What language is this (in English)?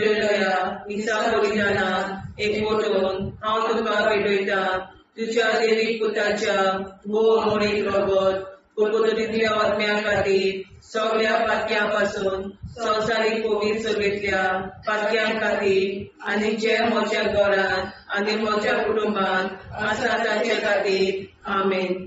Konkani